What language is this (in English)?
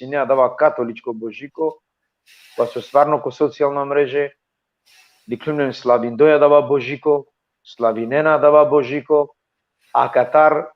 Balkan Romani